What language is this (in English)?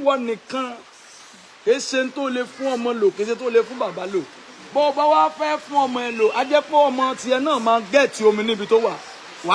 Yoruba